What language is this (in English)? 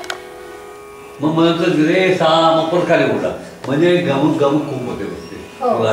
Marathi